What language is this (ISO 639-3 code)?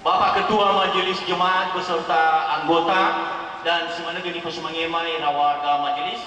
nia